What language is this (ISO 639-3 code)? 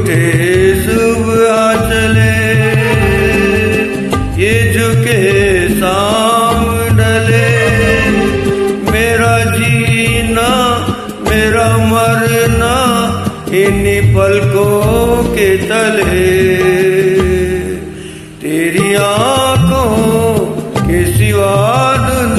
hin